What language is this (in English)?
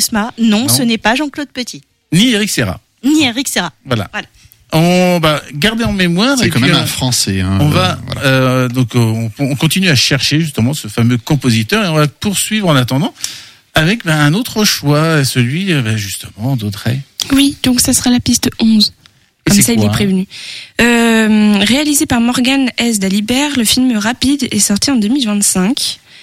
French